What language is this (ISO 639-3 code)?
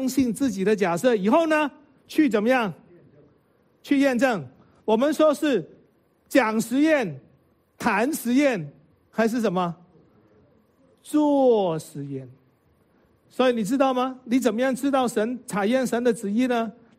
zho